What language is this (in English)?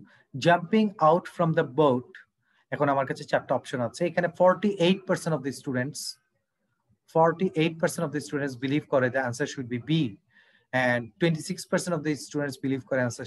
Bangla